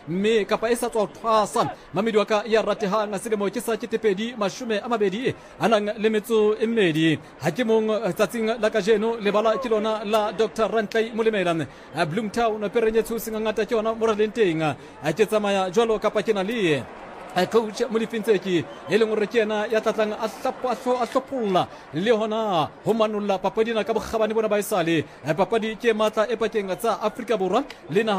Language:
Southern Sotho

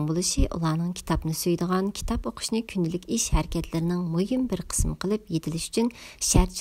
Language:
Uyghur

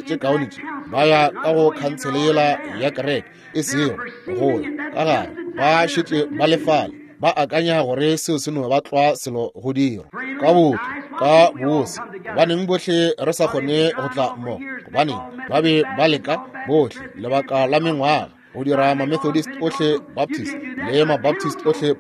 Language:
Northern Sotho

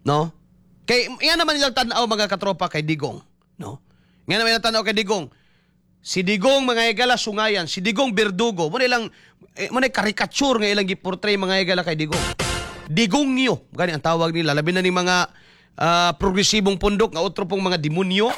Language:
Cebuano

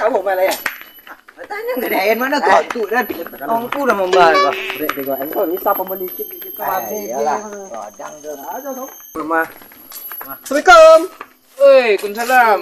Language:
Minangkabau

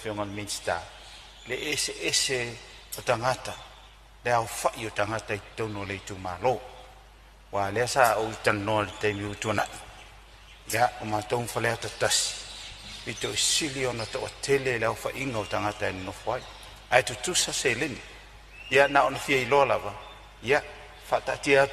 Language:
Samoan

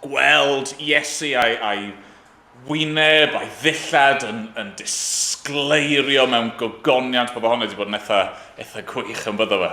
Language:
Welsh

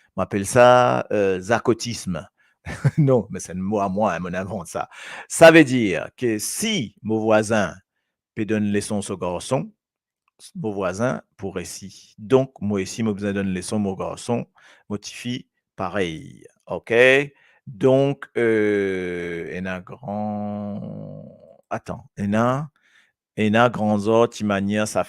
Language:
Morisyen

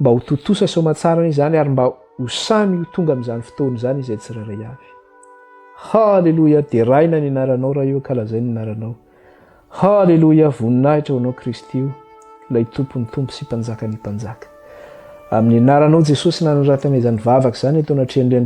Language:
Malagasy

